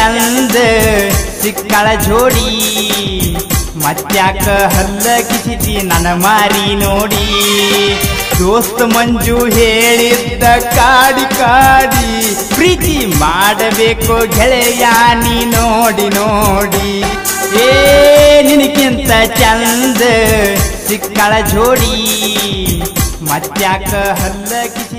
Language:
Kannada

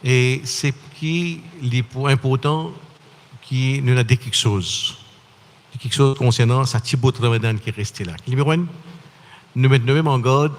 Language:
Morisyen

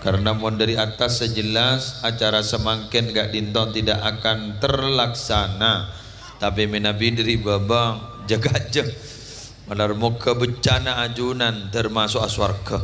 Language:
Madurese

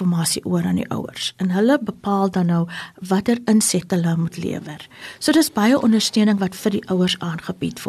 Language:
Afrikaans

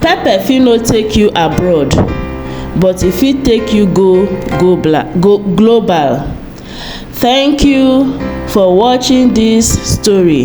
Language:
Nigerian Pidgin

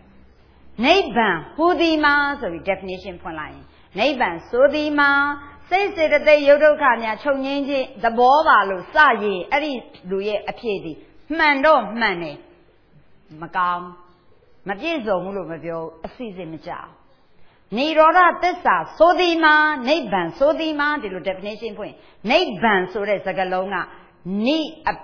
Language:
Burmese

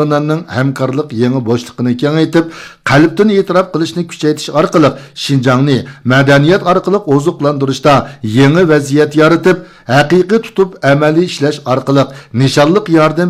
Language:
Uyghur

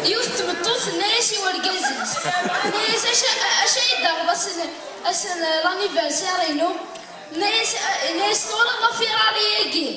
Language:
Kabyle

